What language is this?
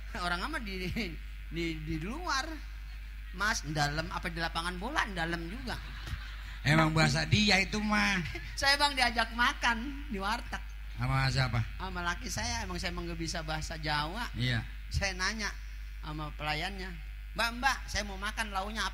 Betawi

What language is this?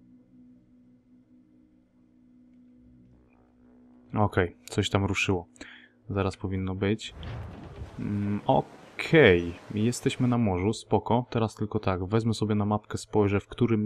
Polish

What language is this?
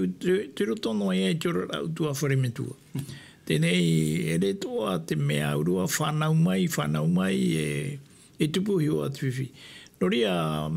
Tahitian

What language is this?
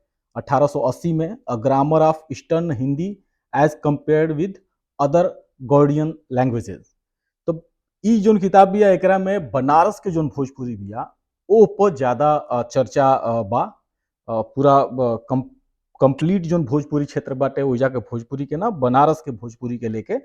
Bhojpuri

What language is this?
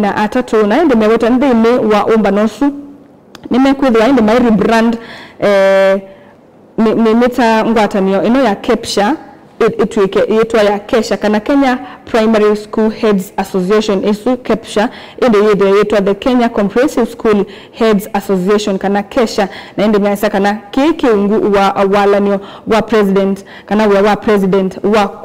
Kamba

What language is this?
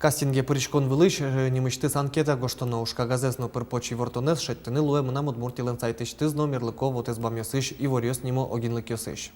Udmurt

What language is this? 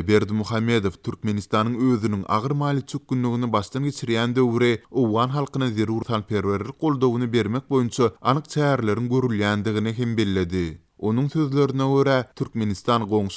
Turkmen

